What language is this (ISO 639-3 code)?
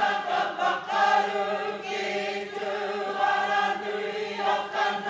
mri